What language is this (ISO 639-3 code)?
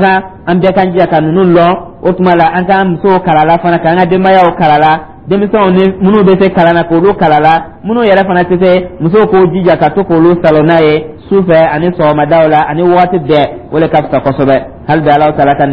dyu